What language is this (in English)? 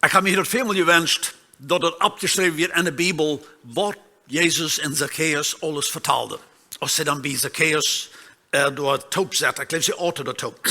Plautdietsch